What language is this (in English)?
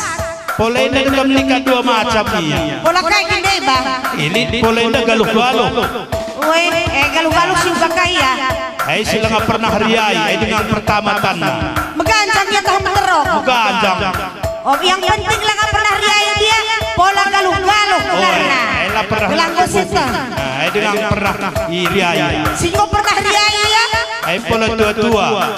Batak Karo